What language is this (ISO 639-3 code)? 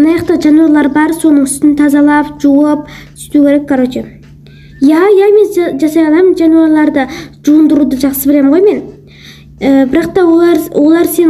kaz